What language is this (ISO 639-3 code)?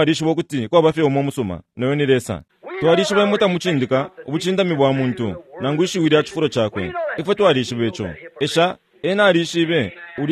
bem